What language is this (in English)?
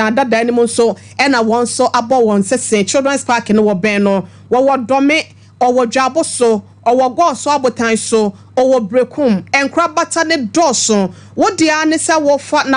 Akan